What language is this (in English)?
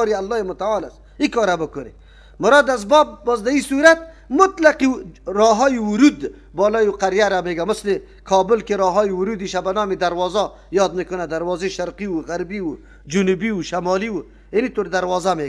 Persian